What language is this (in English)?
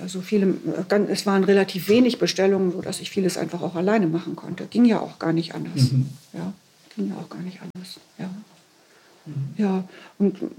German